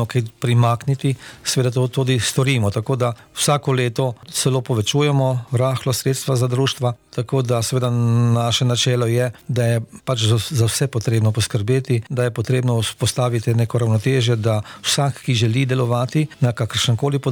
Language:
Slovenian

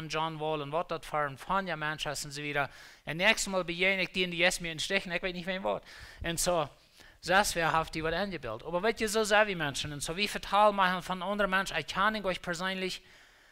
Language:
Plautdietsch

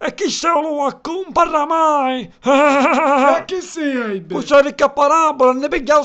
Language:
Sicilian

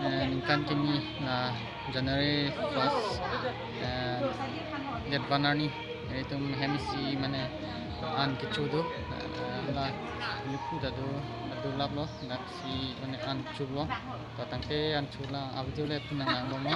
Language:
Karbi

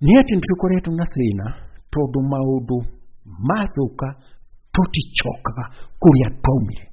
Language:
Kikuyu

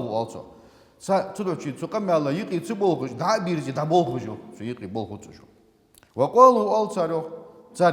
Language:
Ingush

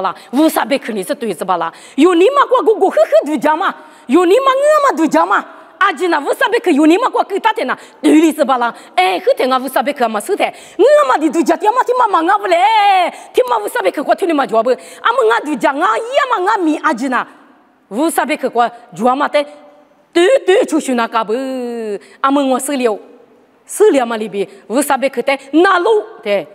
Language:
Lisu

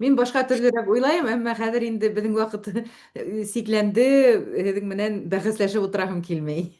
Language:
Bashkir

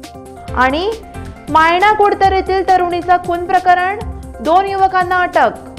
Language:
Konkani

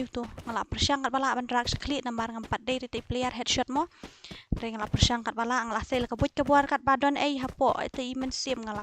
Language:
Khasi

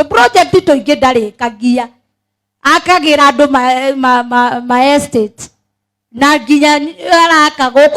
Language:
Kikuyu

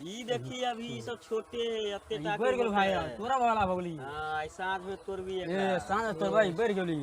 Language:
Maithili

